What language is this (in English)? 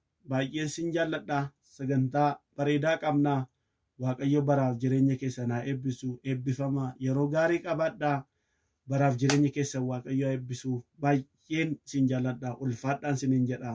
Oromo